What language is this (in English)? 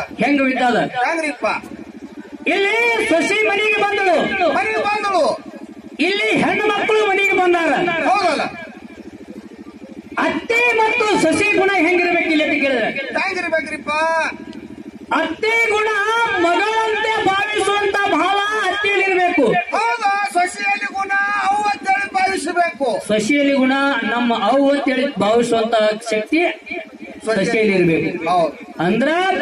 Kannada